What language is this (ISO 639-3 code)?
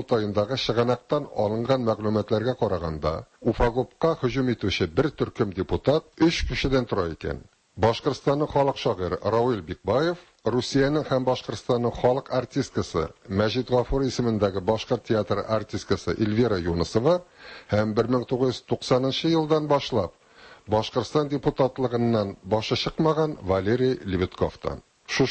tat